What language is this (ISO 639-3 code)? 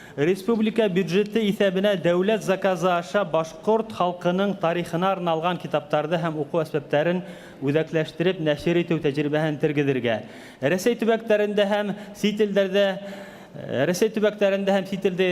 bak